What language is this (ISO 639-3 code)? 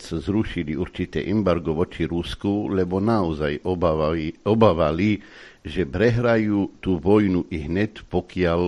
slk